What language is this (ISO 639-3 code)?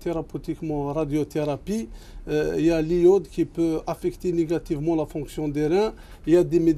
fra